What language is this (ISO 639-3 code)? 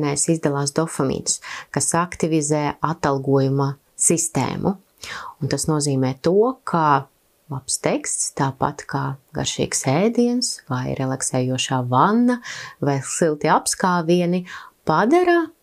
lav